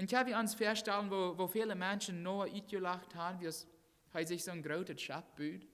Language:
Plautdietsch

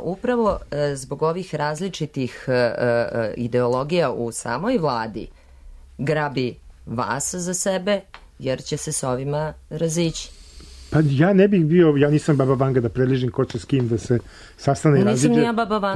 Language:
Serbian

